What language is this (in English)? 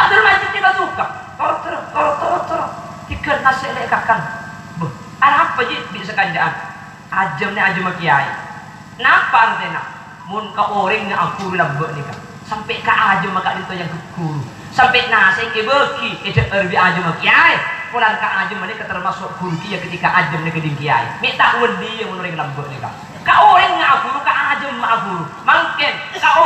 Madurese